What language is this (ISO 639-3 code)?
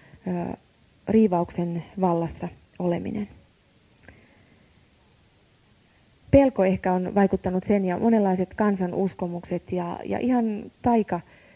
fin